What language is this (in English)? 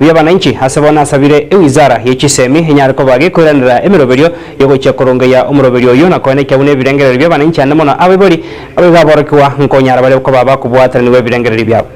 Gusii